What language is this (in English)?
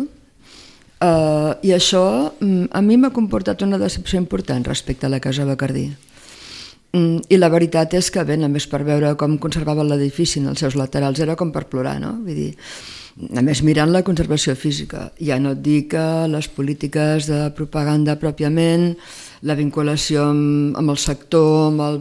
Catalan